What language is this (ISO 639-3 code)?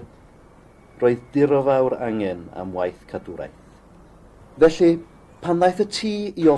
cym